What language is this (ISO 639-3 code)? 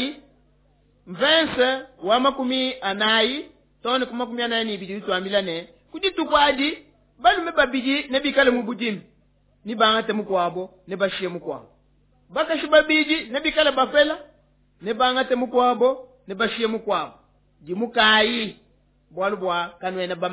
lua